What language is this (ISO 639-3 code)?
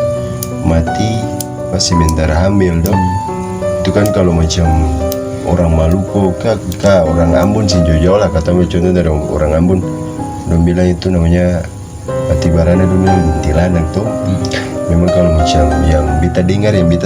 abs